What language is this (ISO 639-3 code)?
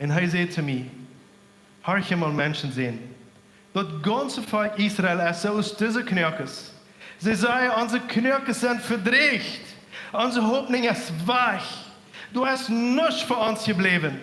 pdt